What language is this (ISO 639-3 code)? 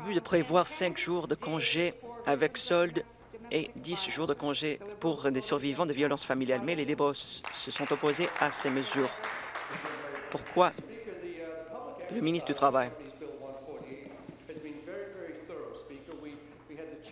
fra